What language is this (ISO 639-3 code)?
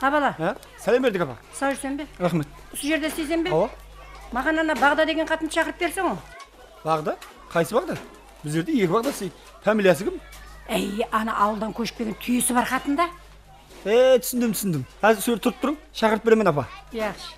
kaa